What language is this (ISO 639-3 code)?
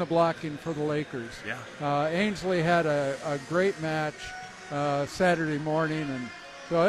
eng